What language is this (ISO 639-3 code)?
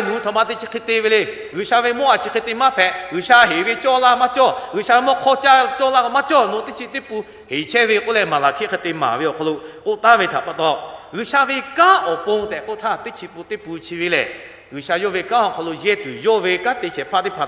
lhu